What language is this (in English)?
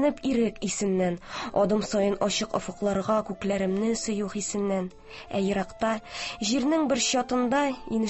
Tatar